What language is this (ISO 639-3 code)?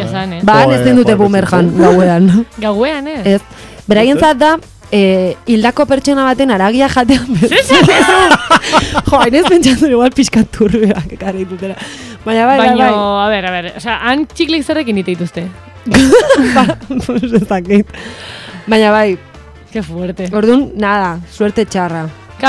eus